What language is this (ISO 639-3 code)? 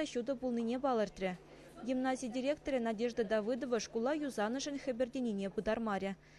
chv